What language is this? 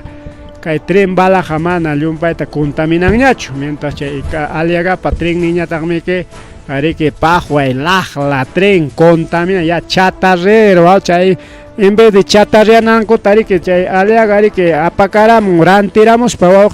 Ayacucho Quechua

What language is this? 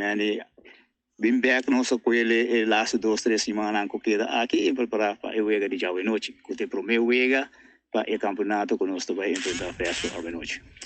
Papiamento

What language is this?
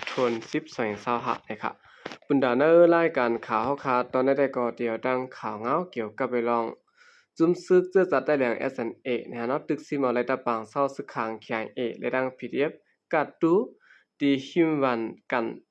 Shan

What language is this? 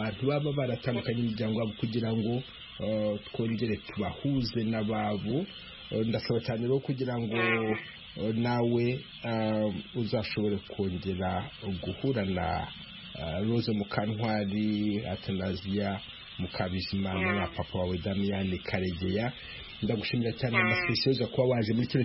Kinyarwanda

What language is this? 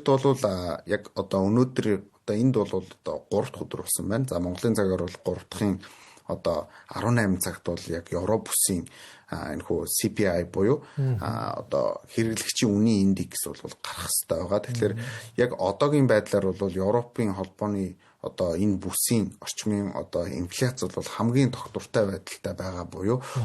Mongolian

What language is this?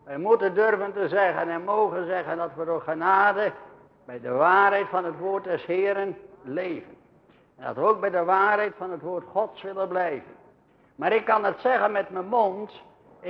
Dutch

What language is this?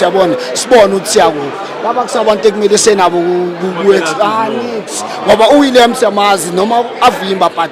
Zulu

